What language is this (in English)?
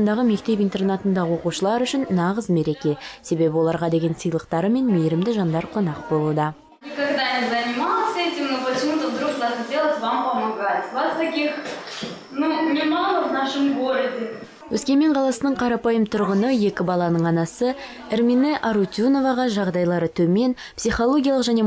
Kazakh